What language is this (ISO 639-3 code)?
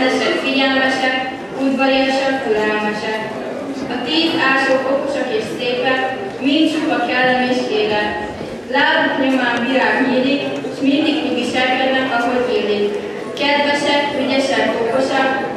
hun